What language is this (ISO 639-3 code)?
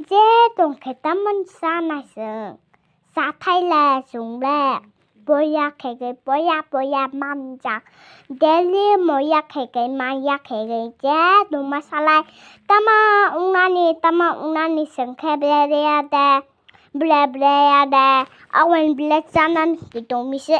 trp